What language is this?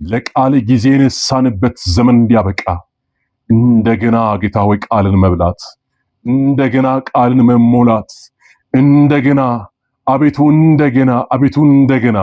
Amharic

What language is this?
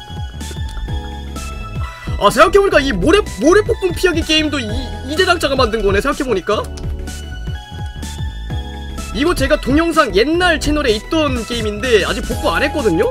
Korean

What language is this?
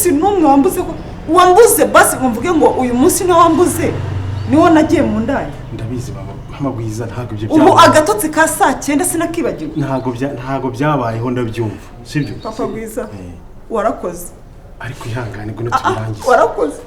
Kinyarwanda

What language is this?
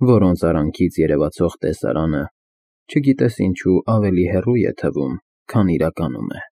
Armenian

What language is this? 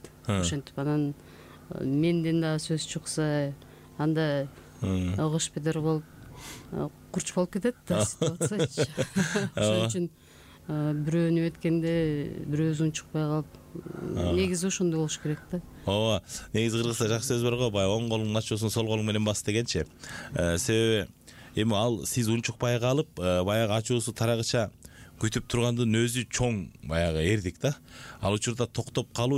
Kyrgyz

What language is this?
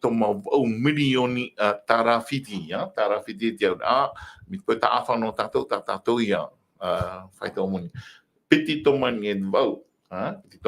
Tahitian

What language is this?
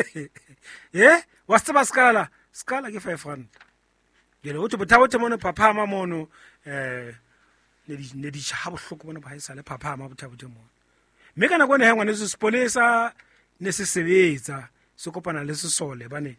Southern Sotho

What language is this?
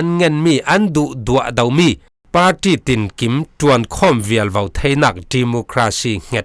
Falam Chin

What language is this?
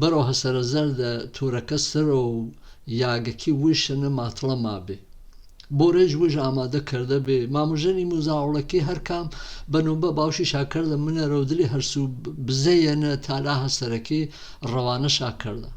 Gurani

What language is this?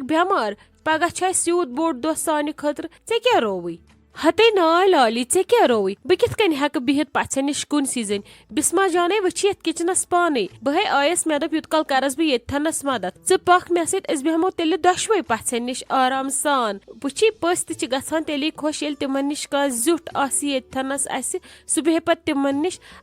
Kashmiri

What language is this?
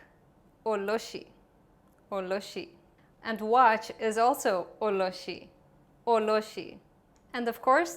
Papiamento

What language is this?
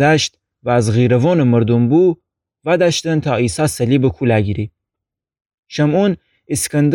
Gilaki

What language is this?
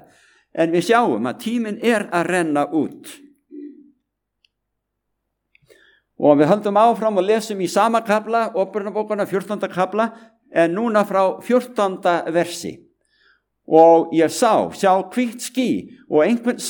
Icelandic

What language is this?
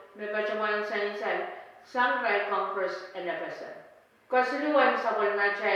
Pohnpeian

